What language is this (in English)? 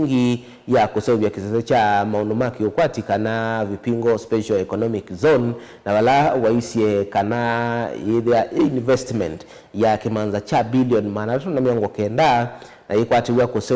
Kamba